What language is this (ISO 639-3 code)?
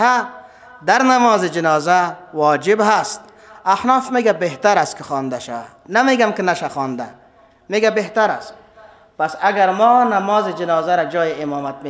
fas